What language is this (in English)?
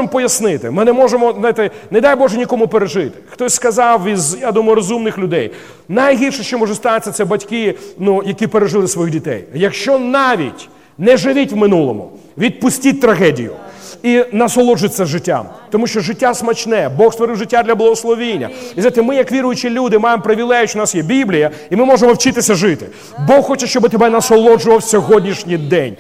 Ukrainian